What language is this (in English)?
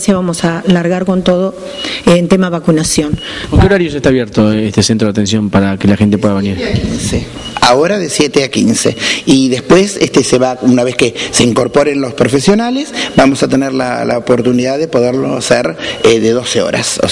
Spanish